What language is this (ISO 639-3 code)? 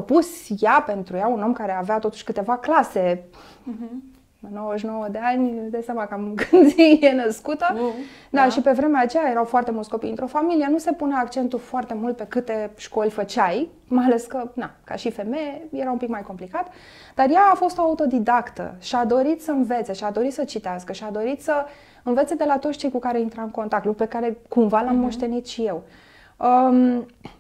ron